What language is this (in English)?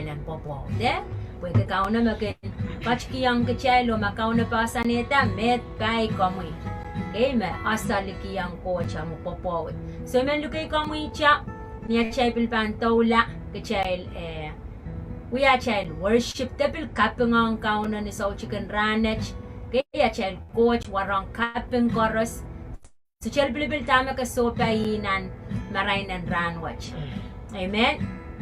Pohnpeian